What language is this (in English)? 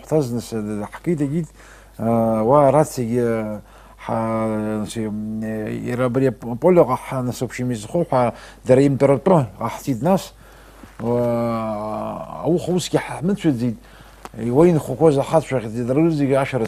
Abkhazian